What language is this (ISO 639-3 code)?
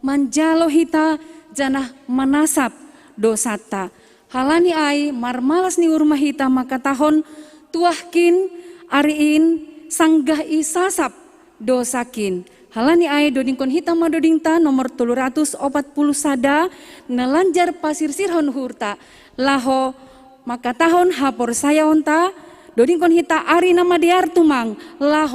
bts